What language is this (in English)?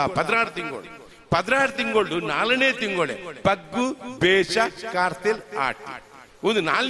Tulu